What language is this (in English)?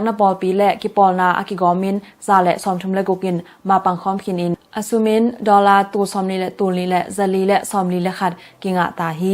Tedim Chin